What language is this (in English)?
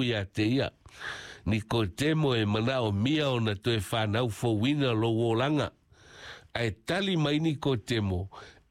Samoan